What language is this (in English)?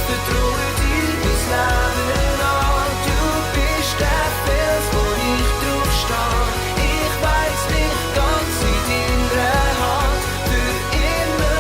Swiss German